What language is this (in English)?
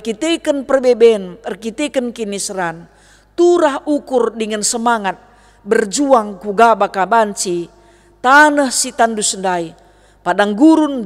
Batak Karo